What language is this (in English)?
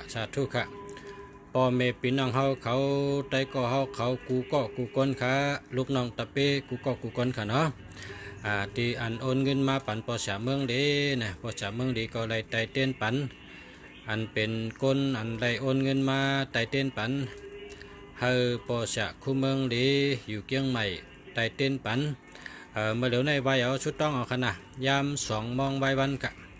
Shan